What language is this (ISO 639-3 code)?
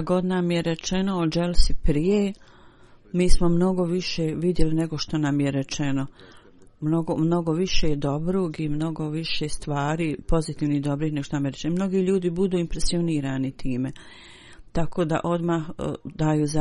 bos